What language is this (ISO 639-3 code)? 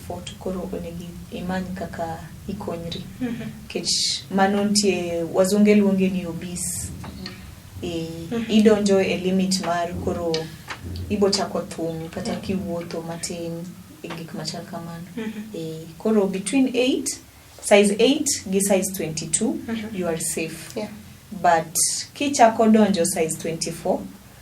luo